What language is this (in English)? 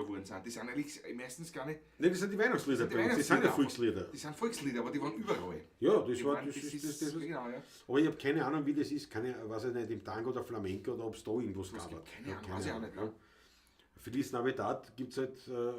Bavarian